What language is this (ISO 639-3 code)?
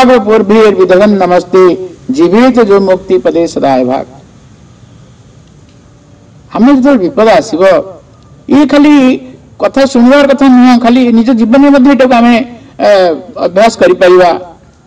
ori